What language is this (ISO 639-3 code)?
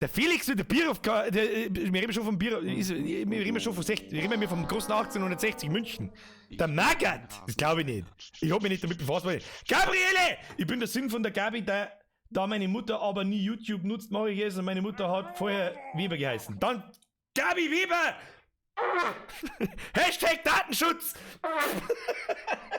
bar